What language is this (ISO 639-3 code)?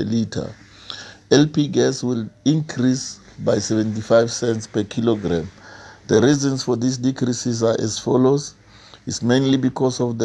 tso